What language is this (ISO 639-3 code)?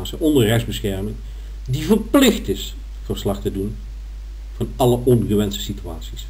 nld